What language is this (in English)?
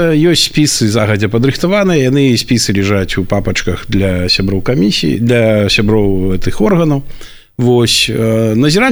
Belarusian